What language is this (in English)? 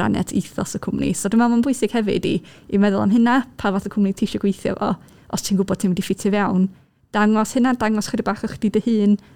Welsh